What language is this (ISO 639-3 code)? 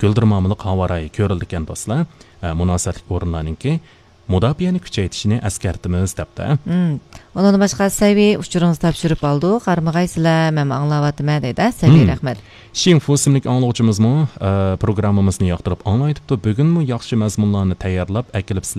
uig